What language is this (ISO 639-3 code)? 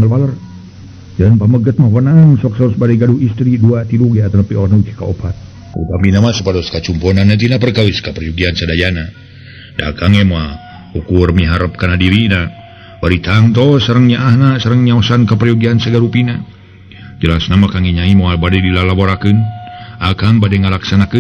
sun